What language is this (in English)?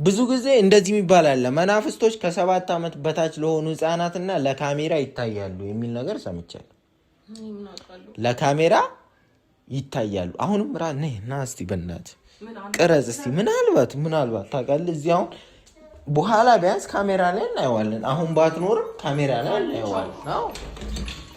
Amharic